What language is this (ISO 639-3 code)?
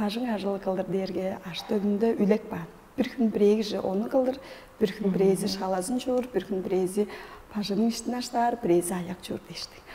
tyv